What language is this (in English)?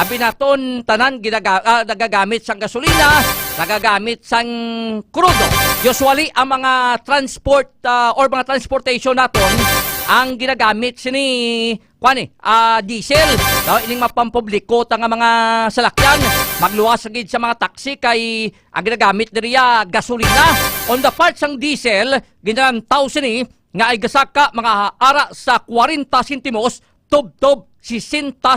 Hiligaynon